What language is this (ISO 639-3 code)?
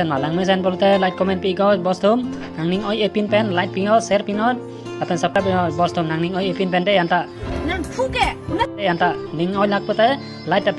mjw